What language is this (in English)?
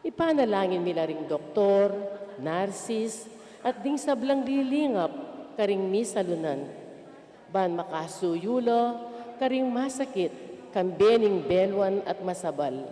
Pampanga